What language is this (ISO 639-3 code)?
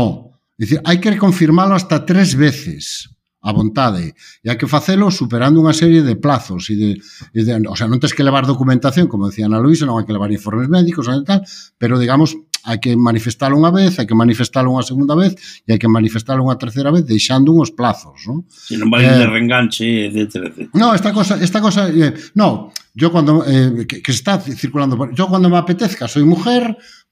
glg